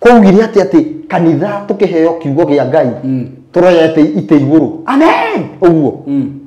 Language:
Kikuyu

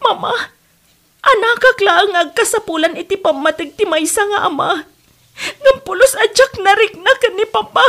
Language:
Iloko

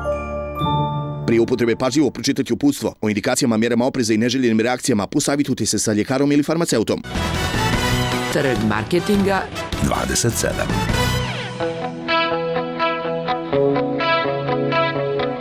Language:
Bosnian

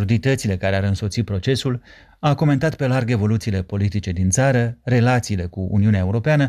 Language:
Romanian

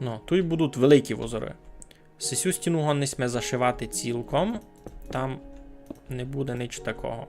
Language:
Rusyn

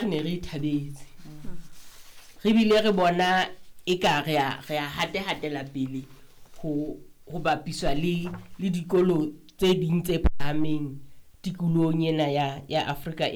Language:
Southern Sotho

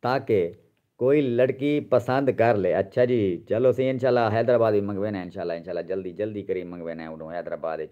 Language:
Saraiki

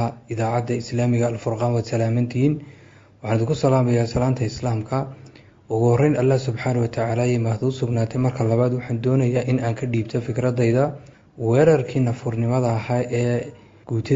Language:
Somali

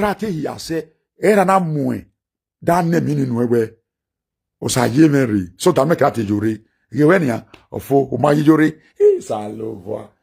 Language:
Nigerian Pidgin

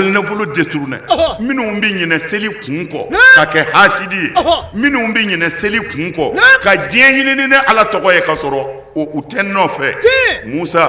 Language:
Bambara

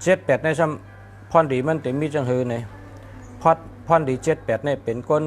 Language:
Shan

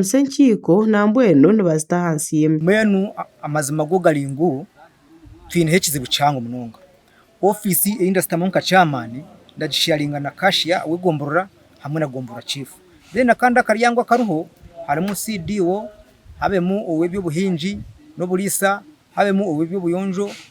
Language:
Nyankole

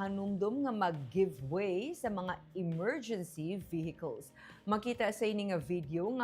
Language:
Hiligaynon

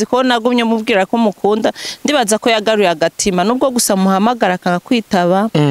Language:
Rundi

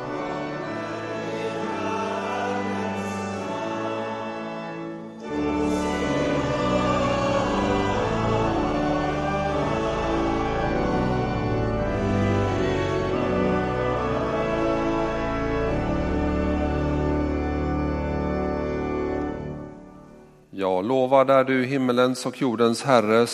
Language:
Swedish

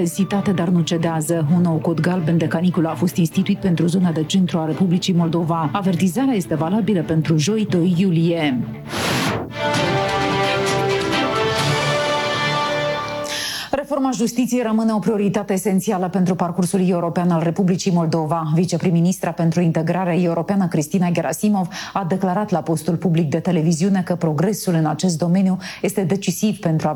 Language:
Romanian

